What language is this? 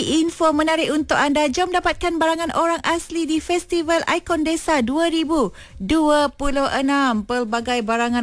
Malay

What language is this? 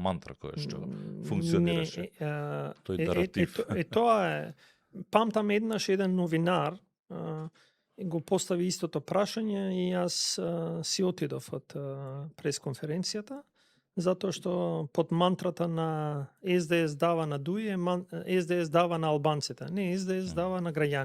Macedonian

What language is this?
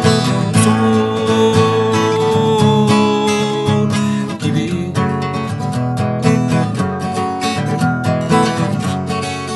Turkish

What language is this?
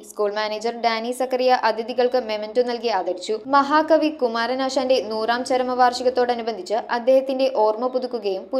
Malayalam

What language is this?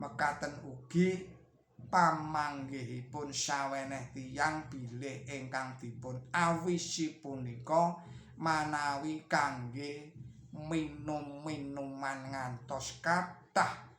Javanese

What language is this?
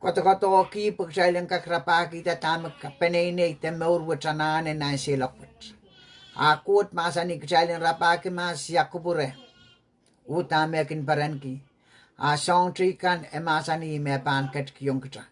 Pohnpeian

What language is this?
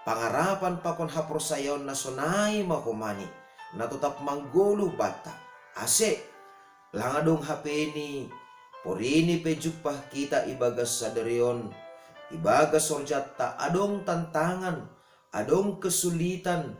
Batak Simalungun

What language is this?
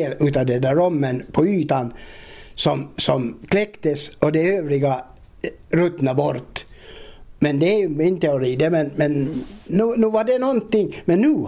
Swedish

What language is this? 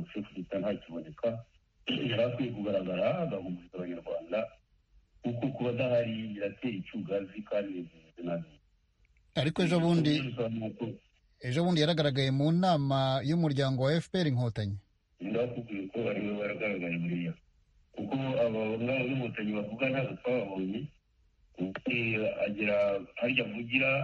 Kinyarwanda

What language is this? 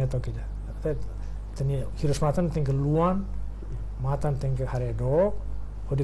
Tetum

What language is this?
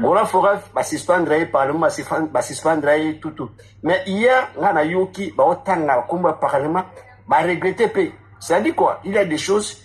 Lingala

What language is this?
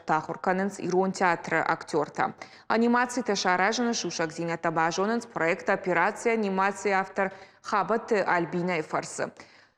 Ossetic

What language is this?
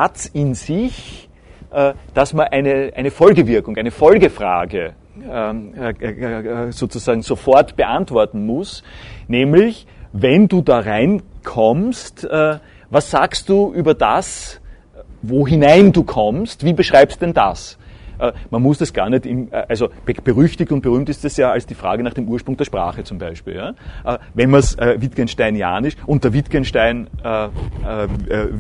German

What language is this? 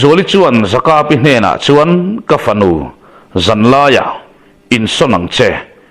Mizo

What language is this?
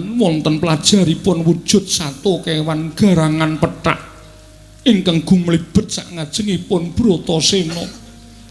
Javanese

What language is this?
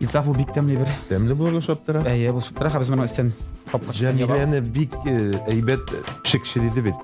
Tatar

